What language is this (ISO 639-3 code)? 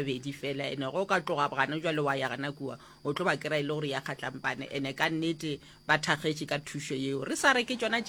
nso